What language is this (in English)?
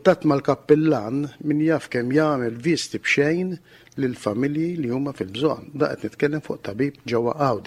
Maltese